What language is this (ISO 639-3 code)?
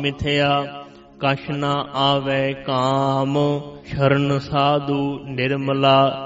pan